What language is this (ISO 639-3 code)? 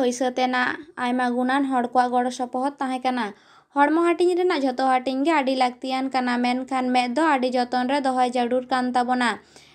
sat